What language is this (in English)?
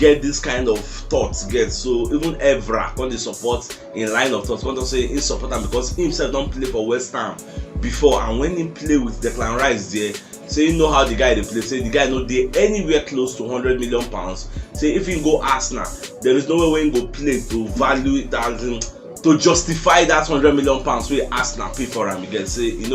Nigerian Pidgin